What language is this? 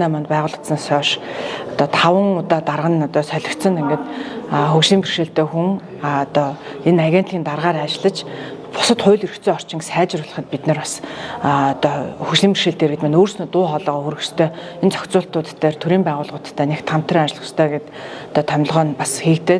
Mongolian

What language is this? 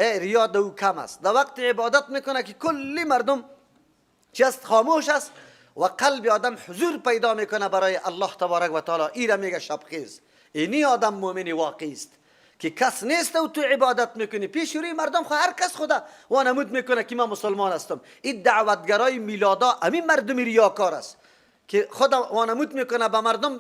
Persian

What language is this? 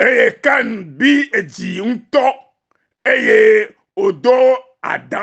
Ewe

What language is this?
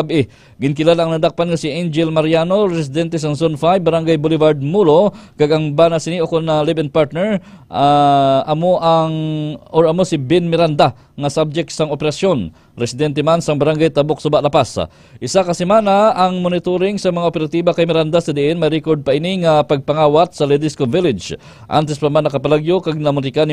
Hiligaynon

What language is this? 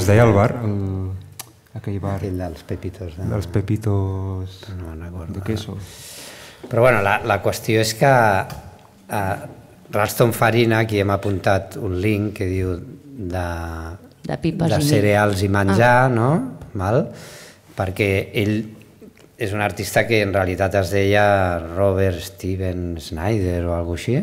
Catalan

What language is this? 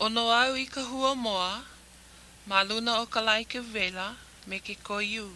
Hawaiian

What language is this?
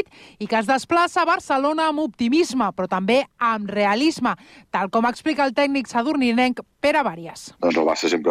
Catalan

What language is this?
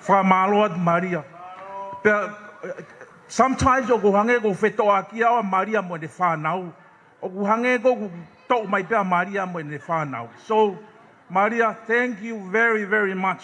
Tongan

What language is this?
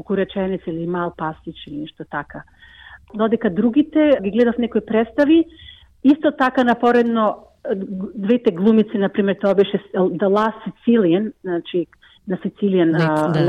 Macedonian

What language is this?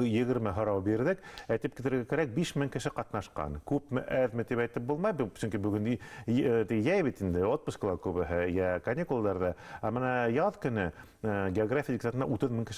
Bashkir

